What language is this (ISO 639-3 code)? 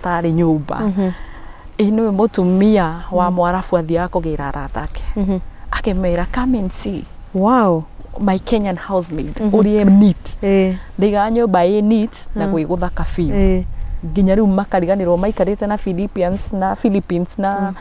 kik